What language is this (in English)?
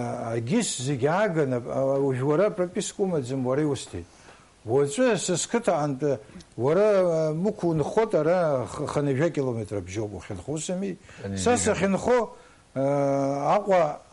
Abkhazian